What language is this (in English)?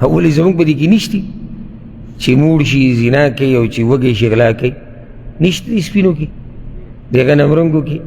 Pashto